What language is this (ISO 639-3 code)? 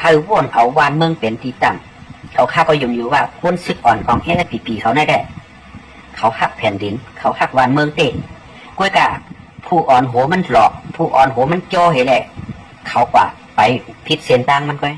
shn